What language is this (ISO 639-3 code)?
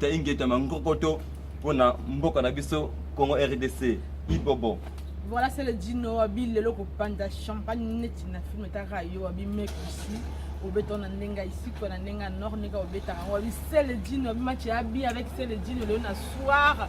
lin